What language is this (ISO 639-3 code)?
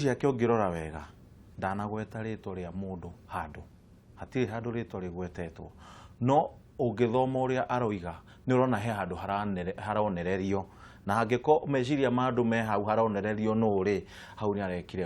kik